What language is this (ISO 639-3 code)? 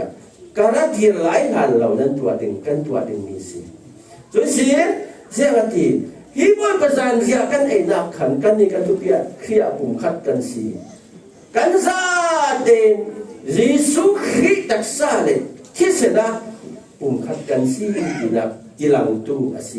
cfm